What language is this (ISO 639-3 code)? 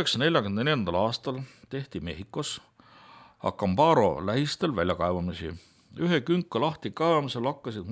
est